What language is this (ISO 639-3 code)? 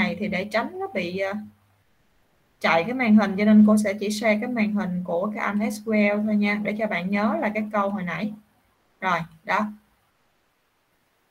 vie